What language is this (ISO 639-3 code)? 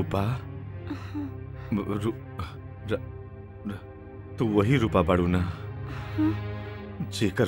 bho